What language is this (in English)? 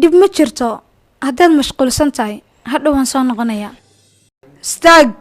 Somali